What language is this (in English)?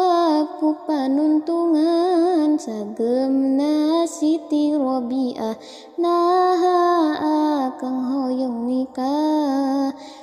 Sundanese